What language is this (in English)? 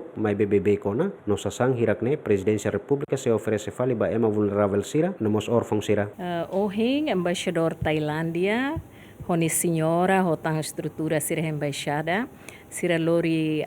Tetum